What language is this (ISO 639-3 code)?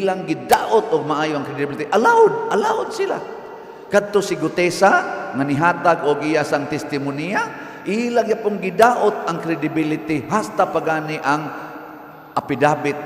ceb